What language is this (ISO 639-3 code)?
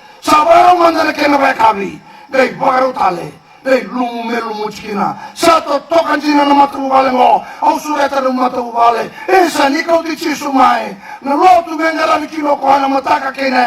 fij